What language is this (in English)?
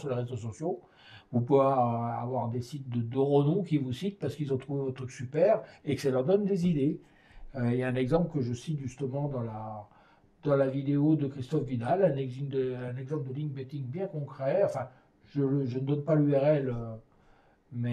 French